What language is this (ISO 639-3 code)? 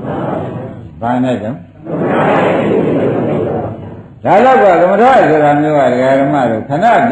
mya